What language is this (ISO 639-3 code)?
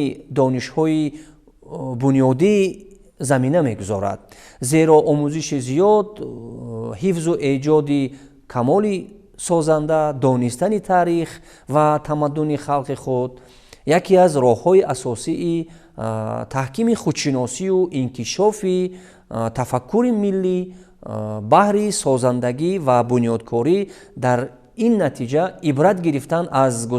tgk